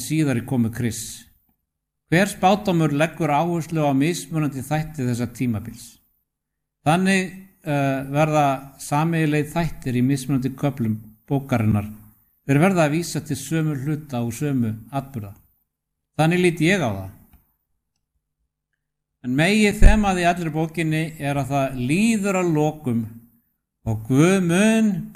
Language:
Icelandic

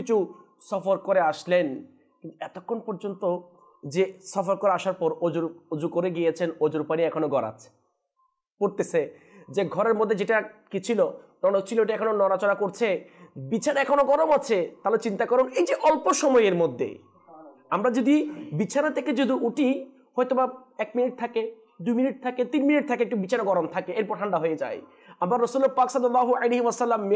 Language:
Bangla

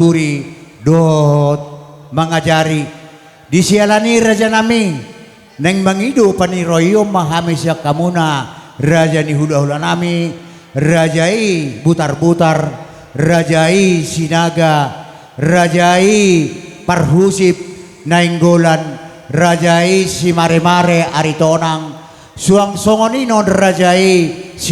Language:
Batak Toba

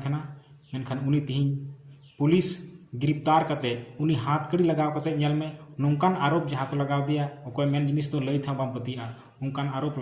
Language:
Santali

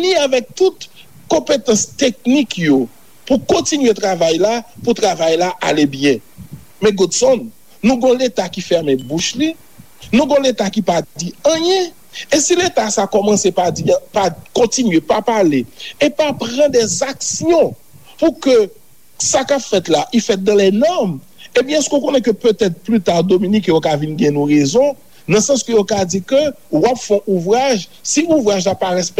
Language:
Haitian Creole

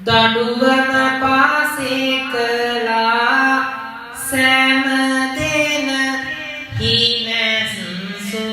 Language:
Sinhala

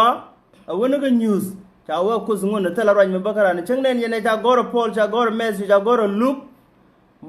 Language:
Nuer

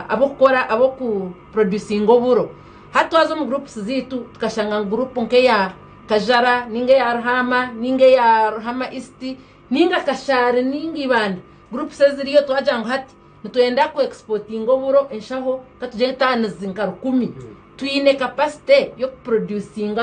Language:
Nyankole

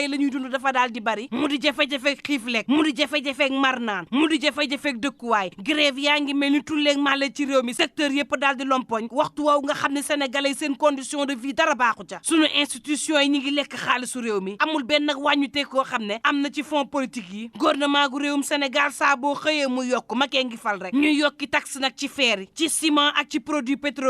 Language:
Wolof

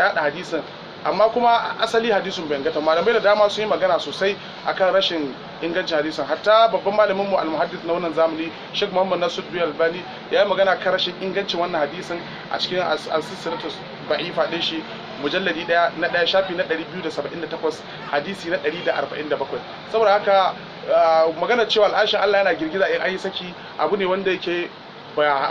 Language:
Hausa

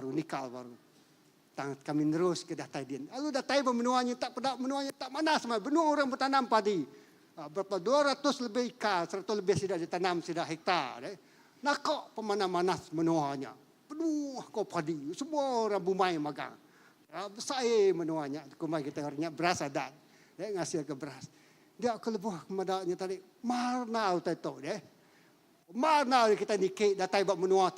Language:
Iban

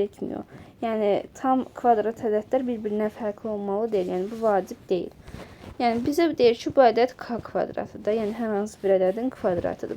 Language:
Azerbaijani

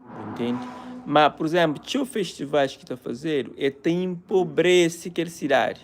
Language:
Kabuverdianu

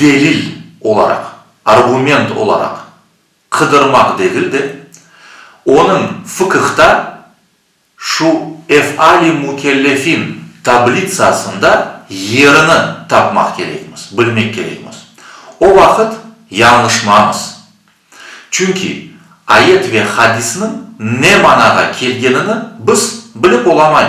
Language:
Crimean Tatar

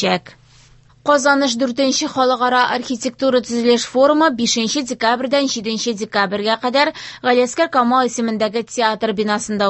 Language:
Tatar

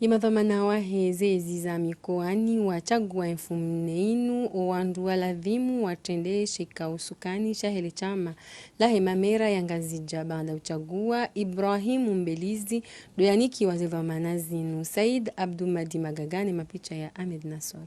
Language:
Ngazidja Comorian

